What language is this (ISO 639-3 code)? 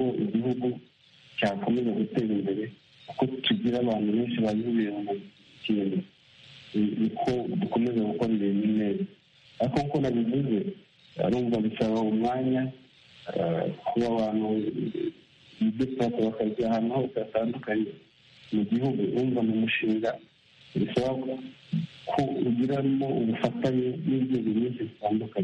kin